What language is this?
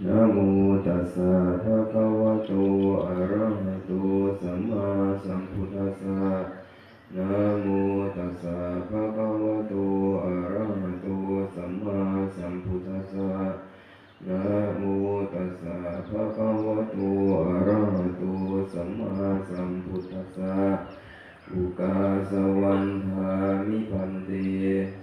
Pali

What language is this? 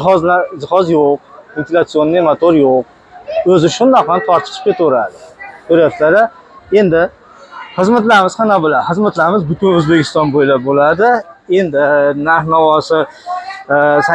Uzbek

